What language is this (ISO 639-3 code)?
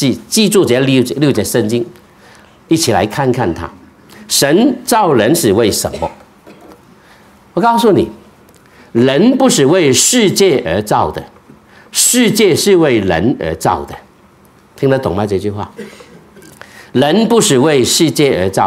zho